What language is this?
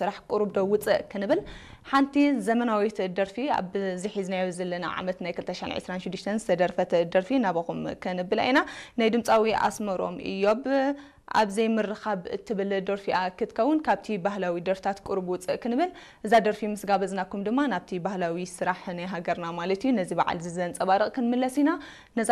Tigrinya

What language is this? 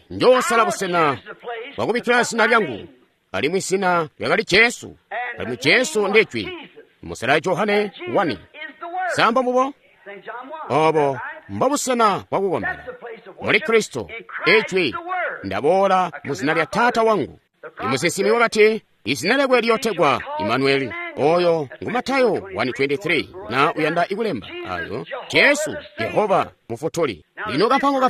Tonga (Zambia)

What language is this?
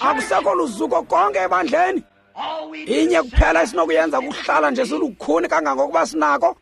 Xhosa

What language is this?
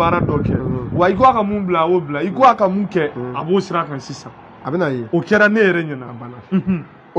Bambara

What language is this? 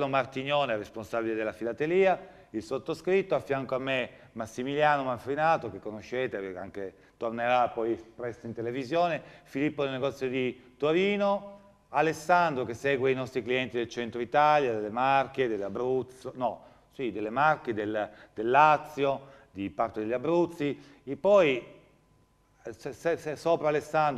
Italian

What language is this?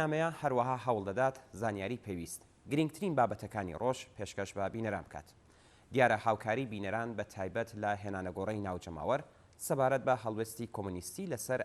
Central Kurdish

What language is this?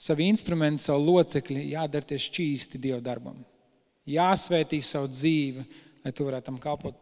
Latvian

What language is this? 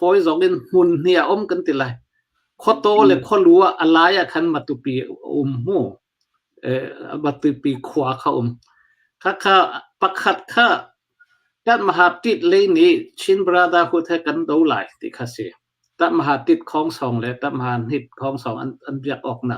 Hakha Chin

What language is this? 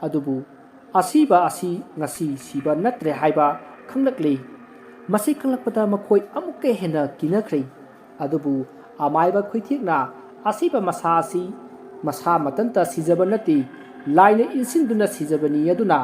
Manipuri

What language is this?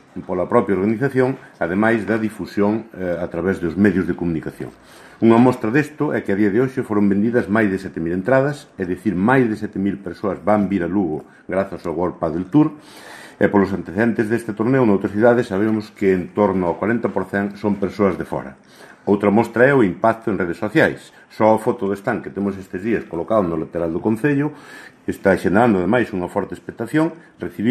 Galician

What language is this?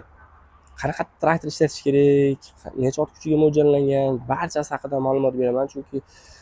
Uzbek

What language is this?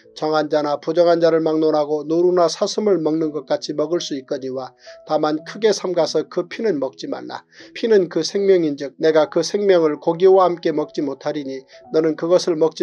Korean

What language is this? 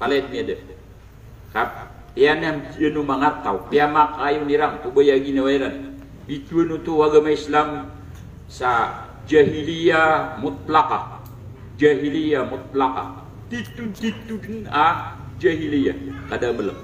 Maranao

